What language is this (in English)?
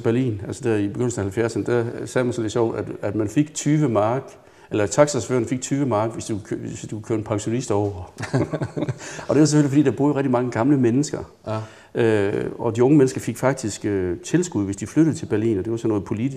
Danish